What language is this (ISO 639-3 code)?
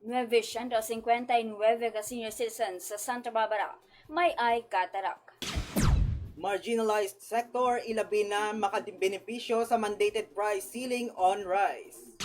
hil